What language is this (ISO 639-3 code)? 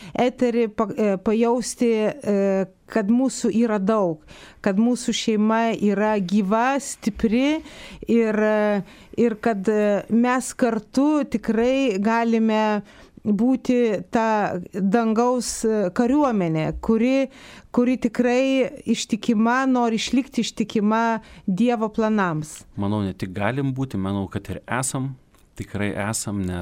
lit